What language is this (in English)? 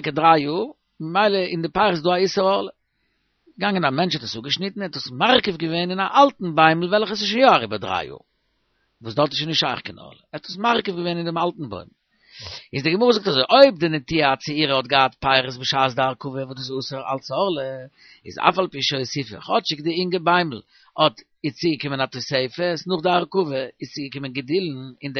Yiddish